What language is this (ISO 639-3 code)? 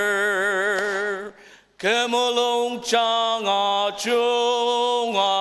njo